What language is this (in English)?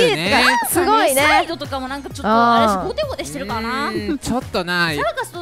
Japanese